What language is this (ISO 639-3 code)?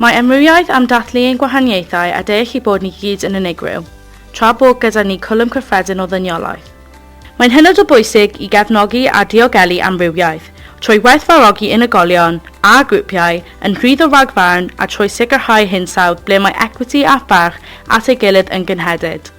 cym